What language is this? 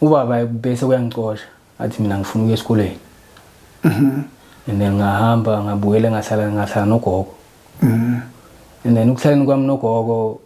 Zulu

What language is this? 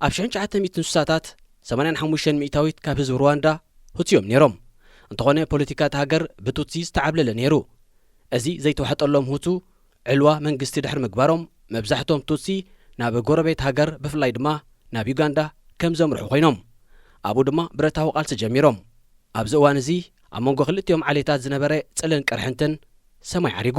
Tigrinya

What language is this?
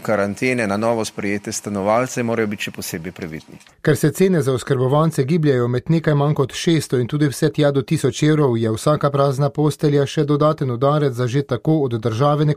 Slovenian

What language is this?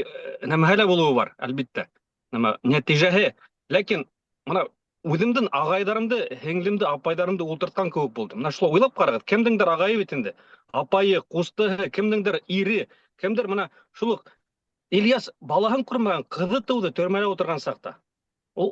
Bashkir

